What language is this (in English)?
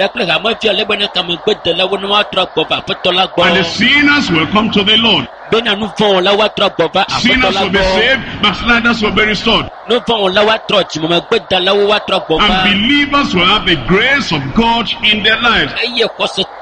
Ewe